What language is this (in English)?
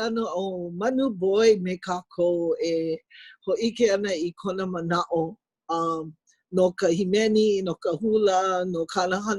Hawaiian